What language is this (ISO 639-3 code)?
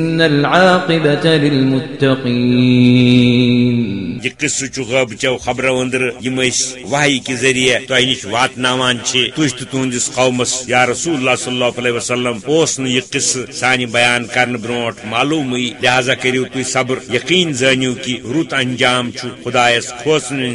kas